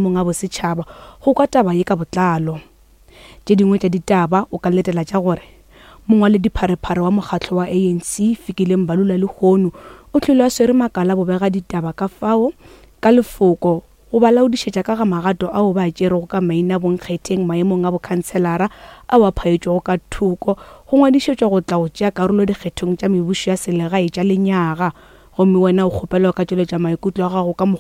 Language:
Northern Sotho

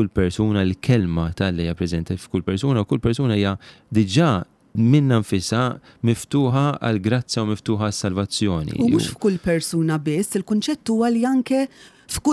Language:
Maltese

